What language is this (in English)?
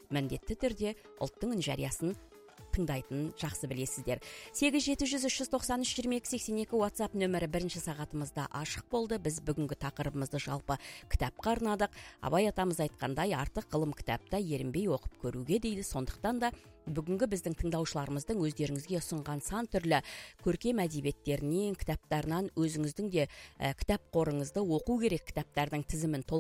Kazakh